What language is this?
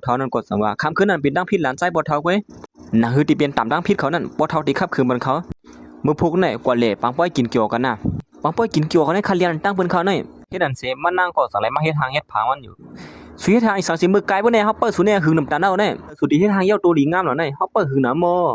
Shan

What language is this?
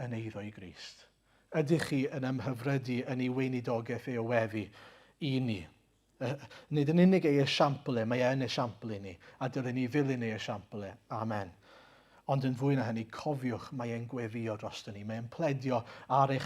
Welsh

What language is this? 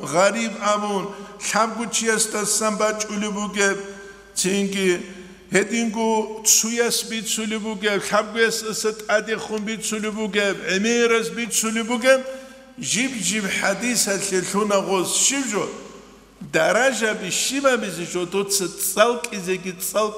Avaric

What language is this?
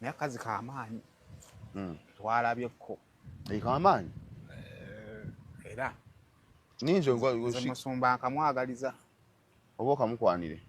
Ganda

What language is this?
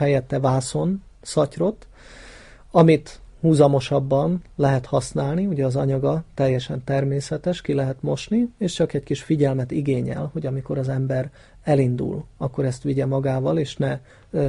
Hungarian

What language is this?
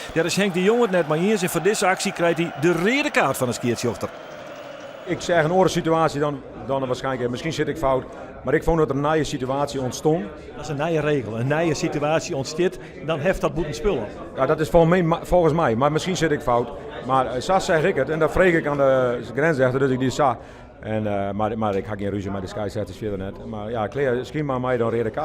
Western Frisian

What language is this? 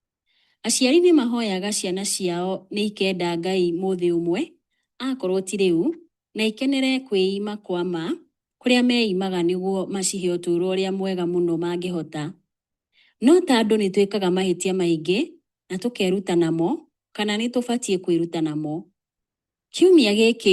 Kikuyu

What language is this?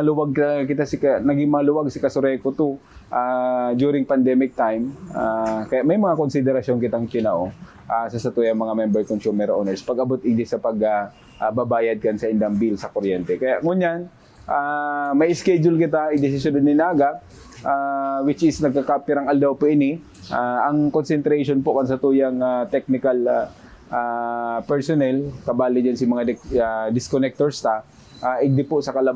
Bikol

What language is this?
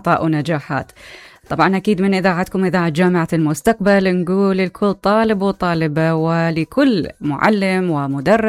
Mesopotamian Arabic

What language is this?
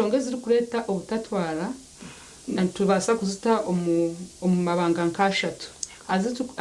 Nyankole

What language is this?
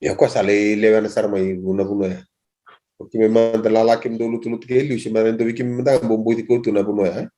Fijian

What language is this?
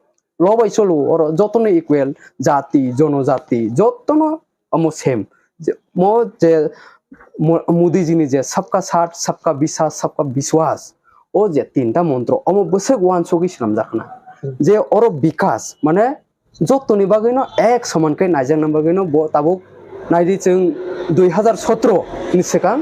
Kok Borok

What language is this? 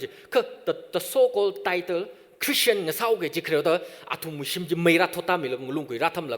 Tangkhul Naga (India)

